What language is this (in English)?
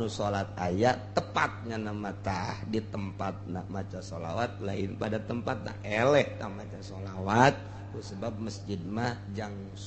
Sundanese